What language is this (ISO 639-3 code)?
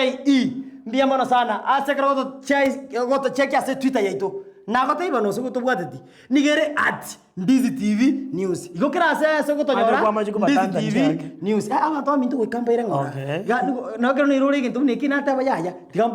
guz